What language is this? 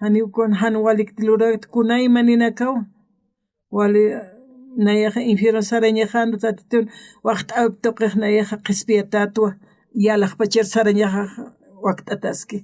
Aymara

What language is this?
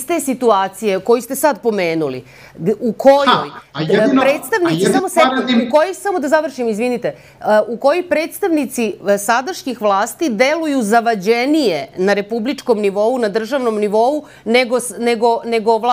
Serbian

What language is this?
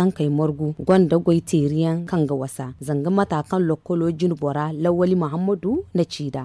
Zarma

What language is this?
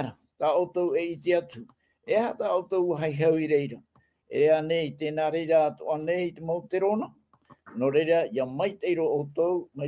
Tahitian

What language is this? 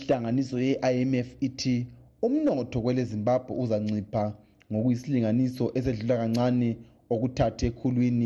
North Ndebele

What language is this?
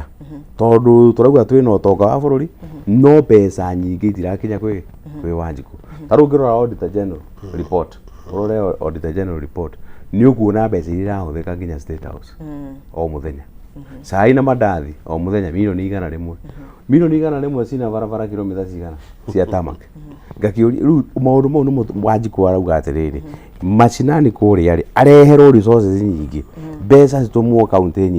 Kikuyu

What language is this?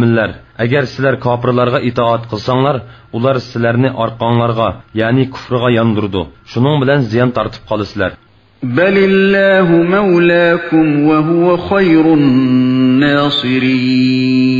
Uyghur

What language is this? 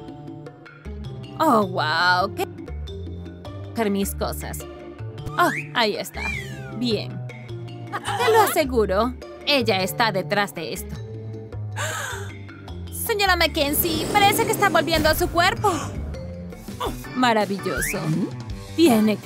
Spanish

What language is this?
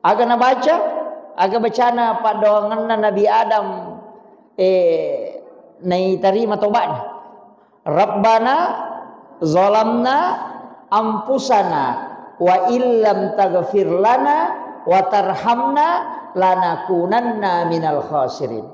Buginese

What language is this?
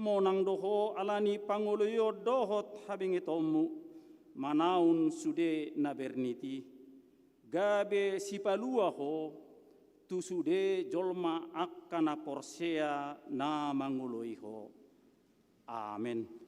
Batak Toba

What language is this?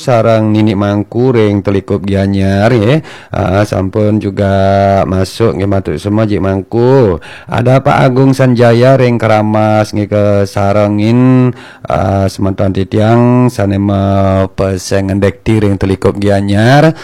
Balinese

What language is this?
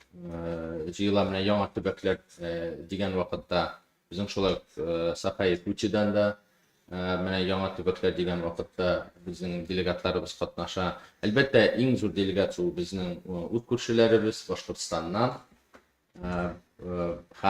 Tatar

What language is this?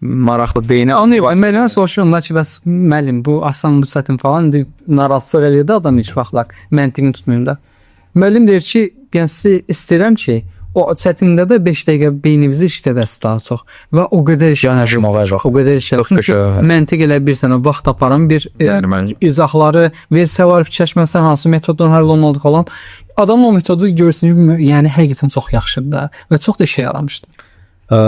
Azerbaijani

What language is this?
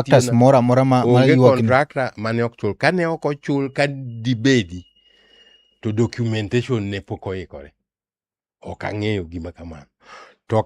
Luo (Kenya and Tanzania)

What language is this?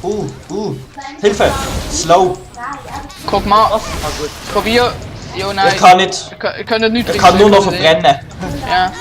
Swiss German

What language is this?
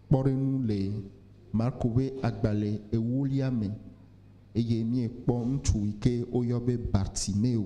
Ewe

